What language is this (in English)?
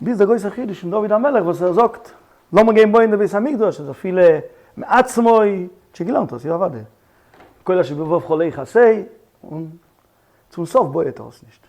Yiddish